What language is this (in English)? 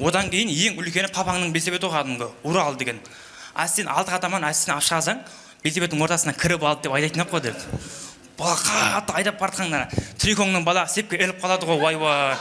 Kara-Kalpak